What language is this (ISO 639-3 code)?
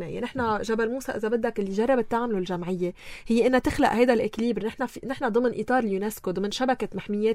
apc